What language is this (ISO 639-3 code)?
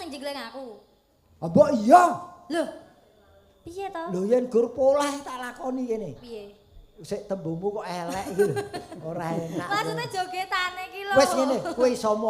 jav